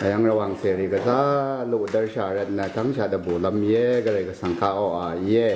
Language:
Rawang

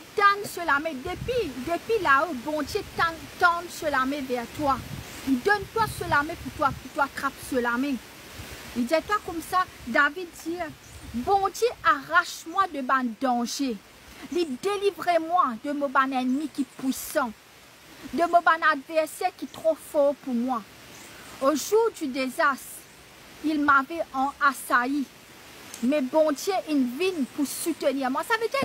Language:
Morisyen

